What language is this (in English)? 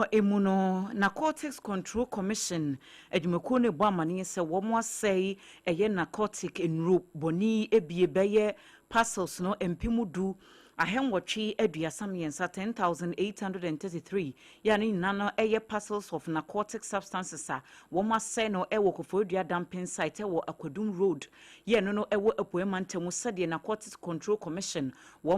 Akan